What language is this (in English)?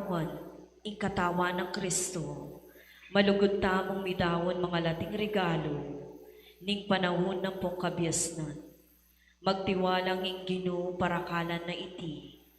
Pampanga